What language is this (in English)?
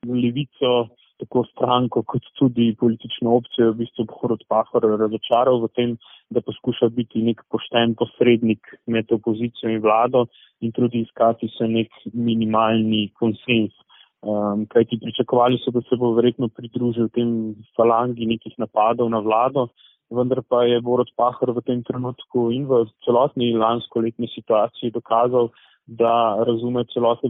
Slovenian